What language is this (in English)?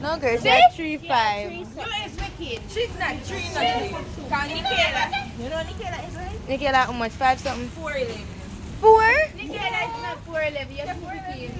Jamaican Creole English